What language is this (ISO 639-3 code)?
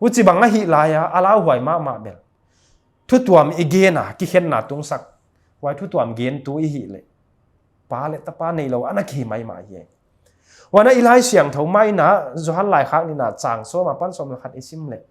pck